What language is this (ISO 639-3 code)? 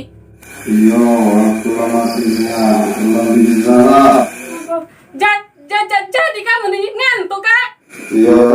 mui